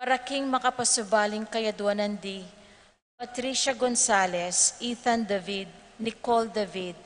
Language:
Pampanga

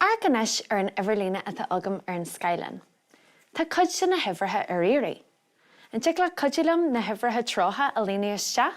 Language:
Irish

